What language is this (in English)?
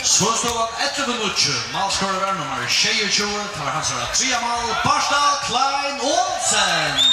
Faroese